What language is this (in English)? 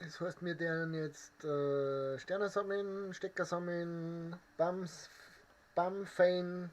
Bavarian